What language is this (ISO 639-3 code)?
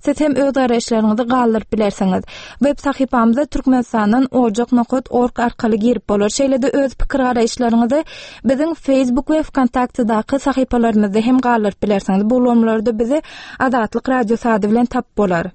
tuk